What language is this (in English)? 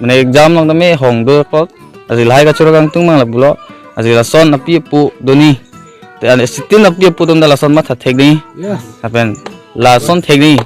Karbi